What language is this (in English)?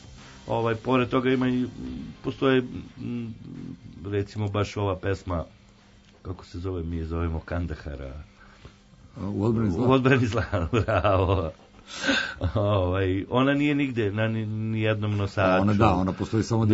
Serbian